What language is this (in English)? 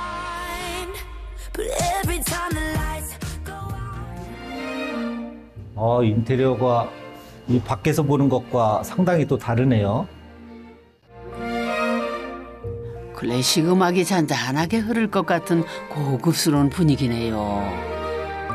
Korean